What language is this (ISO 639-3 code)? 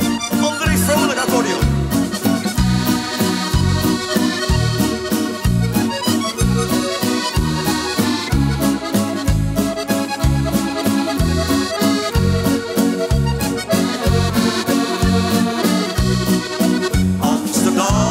nld